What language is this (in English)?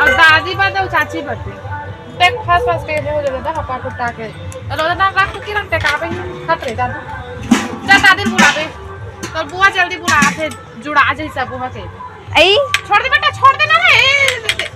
Chhattisgarhi